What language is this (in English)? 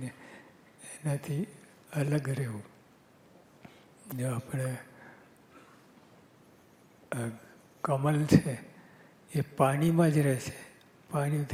Gujarati